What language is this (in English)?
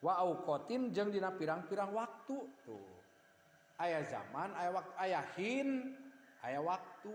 Sundanese